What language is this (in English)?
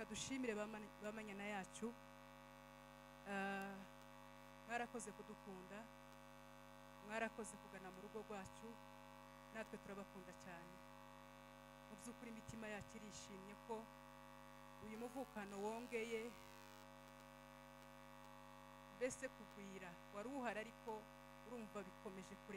Kinyarwanda